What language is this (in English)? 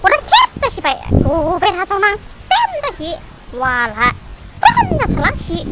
Dimasa